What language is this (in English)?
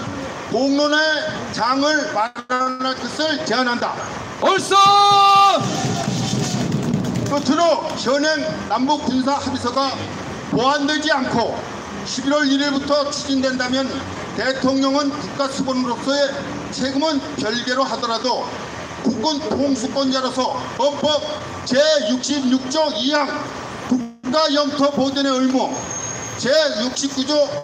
Korean